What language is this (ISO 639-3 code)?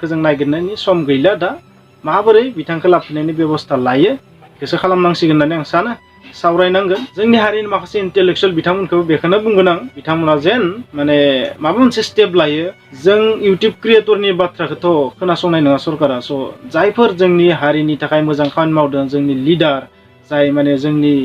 brx